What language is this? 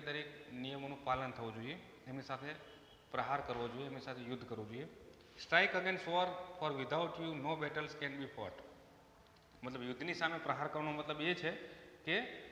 Gujarati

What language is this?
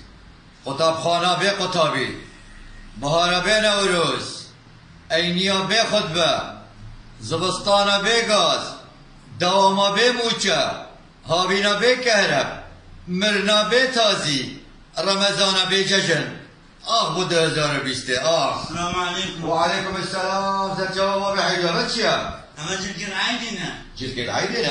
Kurdish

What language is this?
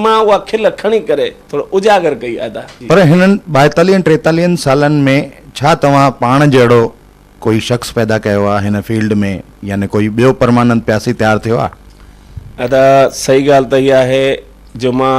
Sindhi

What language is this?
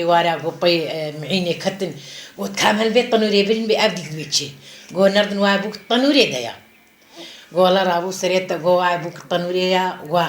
Kurdish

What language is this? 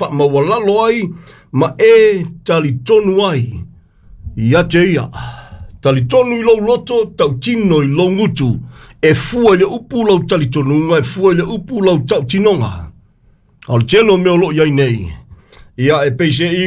Samoan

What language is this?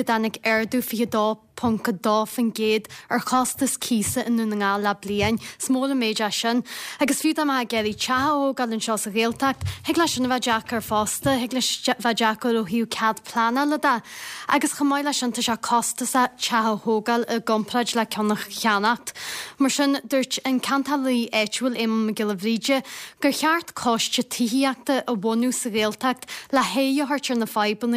Irish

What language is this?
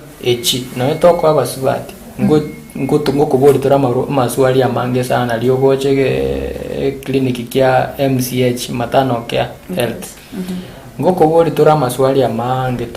Gusii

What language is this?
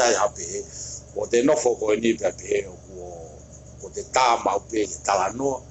Tongan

